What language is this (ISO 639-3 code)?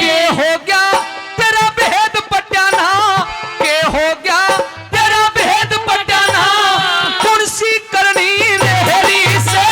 bgc